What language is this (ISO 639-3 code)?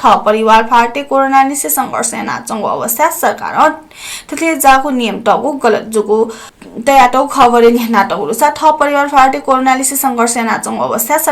new